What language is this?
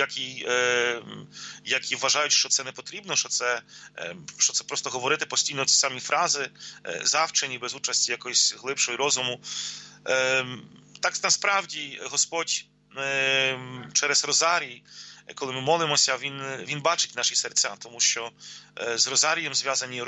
Ukrainian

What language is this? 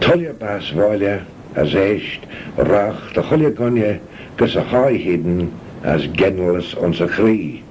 Manx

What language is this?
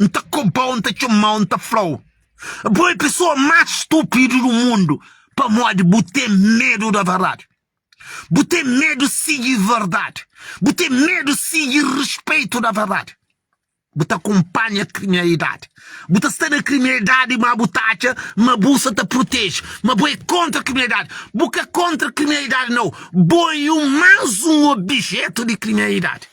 Kabuverdianu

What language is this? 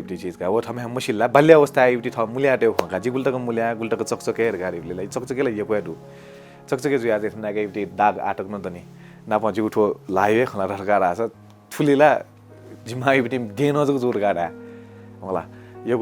Newari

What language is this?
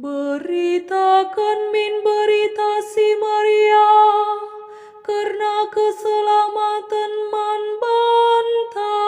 Batak Karo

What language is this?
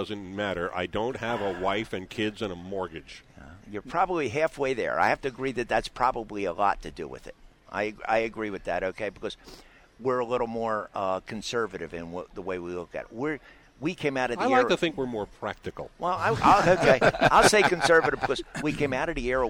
English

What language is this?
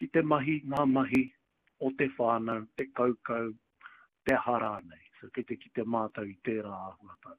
Māori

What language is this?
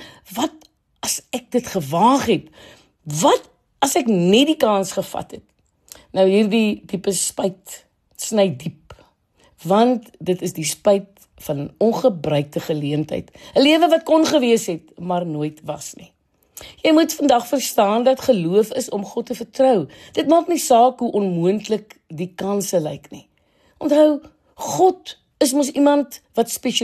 Afrikaans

